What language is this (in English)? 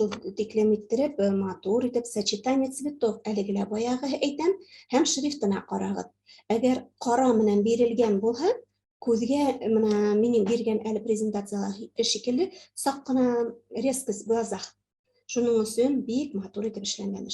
Bashkir